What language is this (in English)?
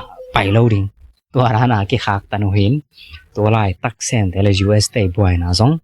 Tedim Chin